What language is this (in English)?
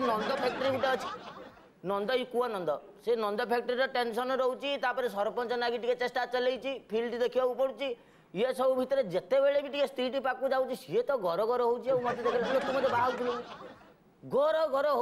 Odia